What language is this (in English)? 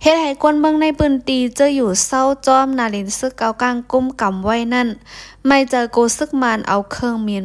Shan